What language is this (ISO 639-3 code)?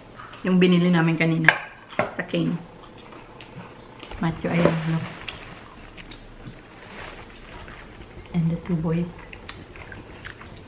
fil